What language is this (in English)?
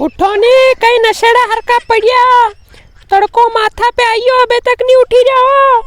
Rajasthani